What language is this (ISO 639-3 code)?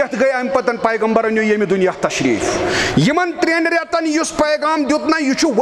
kas